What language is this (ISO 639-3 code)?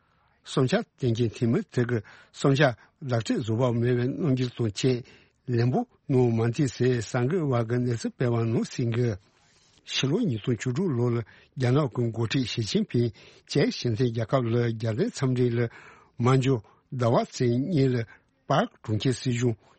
bod